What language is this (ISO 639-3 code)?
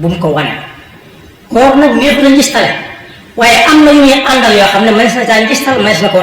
wol